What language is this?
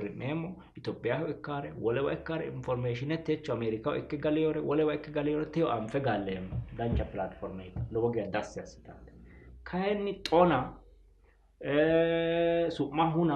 Sidamo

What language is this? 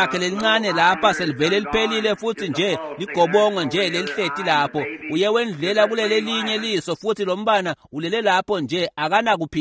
Swati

